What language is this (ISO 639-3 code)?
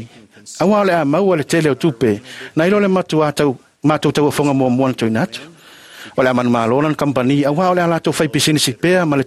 smo